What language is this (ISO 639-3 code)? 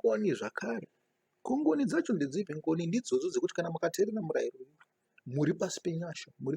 sna